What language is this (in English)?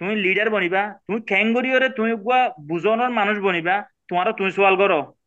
Rohingya